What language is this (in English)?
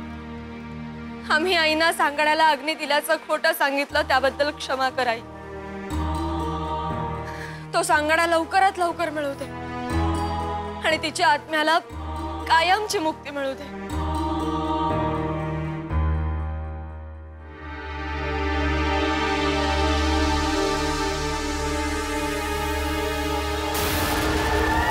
Marathi